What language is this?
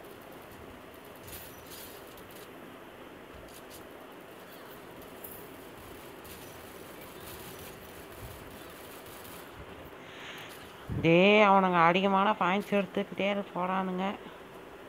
Tamil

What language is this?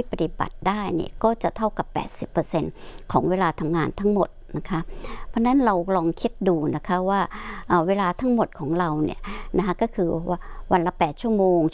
Thai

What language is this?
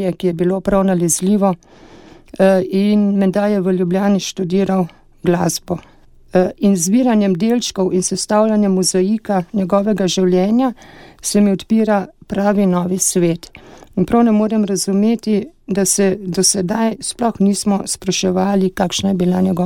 Slovenian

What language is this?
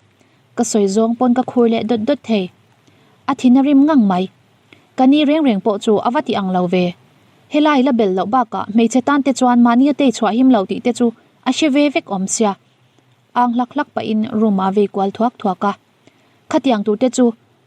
Mizo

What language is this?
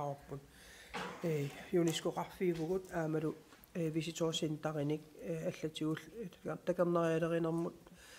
Kalaallisut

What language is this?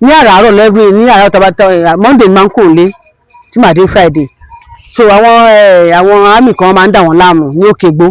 Yoruba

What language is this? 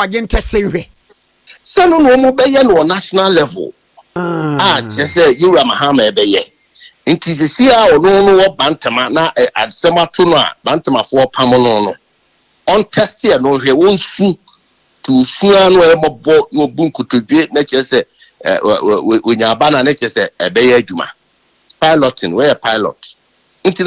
Akan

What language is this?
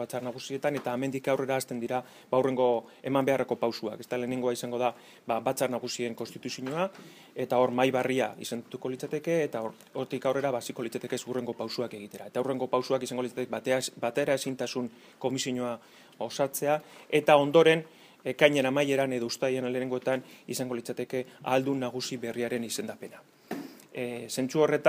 Basque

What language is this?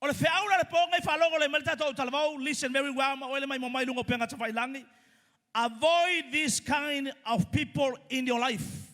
Samoan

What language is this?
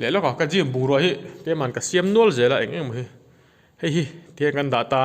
Mizo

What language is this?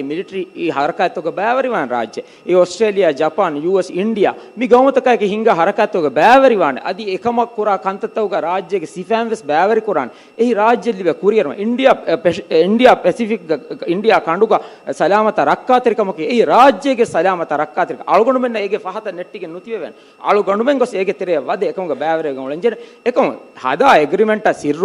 Divehi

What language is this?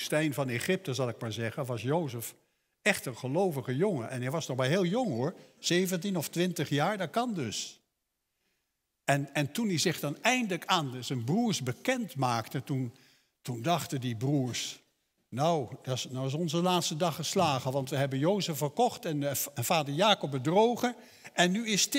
Dutch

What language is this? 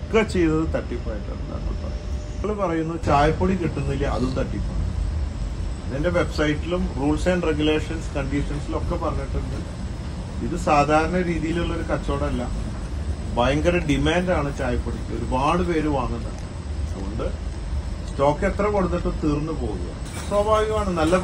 Malayalam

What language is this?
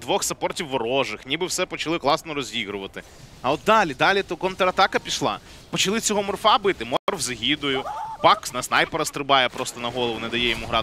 Ukrainian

